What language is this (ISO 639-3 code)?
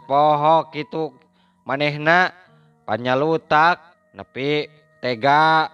sun